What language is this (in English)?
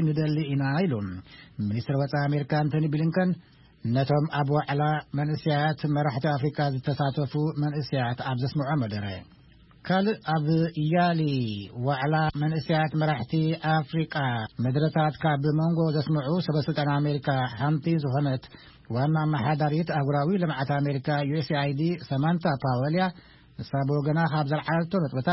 Tigrinya